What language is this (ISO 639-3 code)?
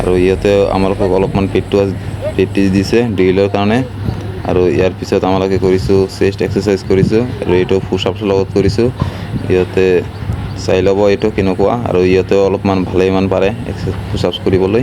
asm